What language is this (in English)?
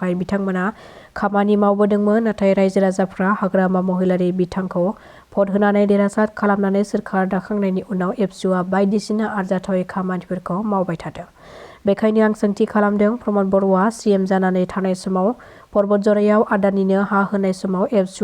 Bodo